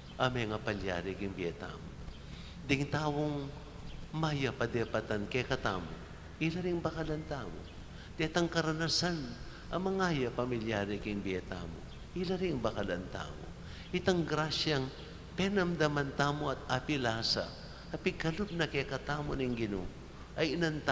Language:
Pampanga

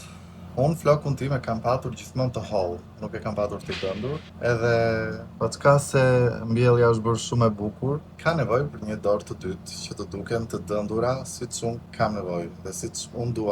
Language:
Albanian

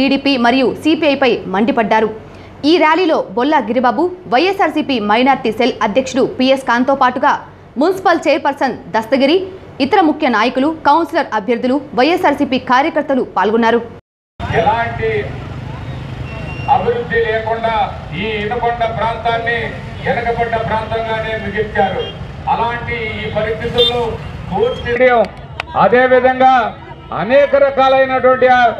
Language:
Telugu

